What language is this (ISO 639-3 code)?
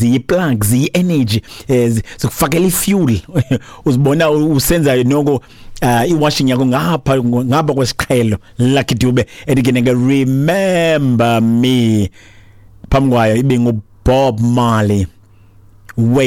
xho